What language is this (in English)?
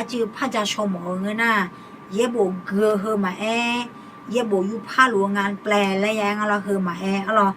Akha